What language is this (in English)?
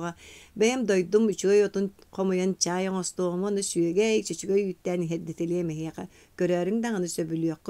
Yakut